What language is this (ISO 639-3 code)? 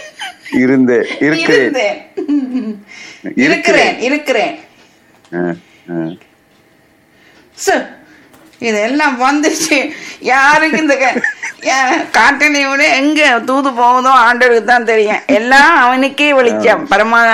tam